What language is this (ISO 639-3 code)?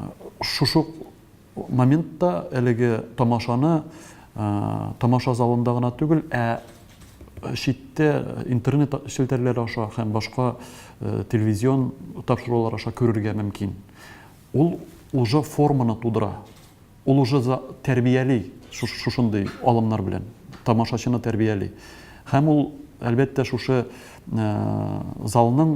tat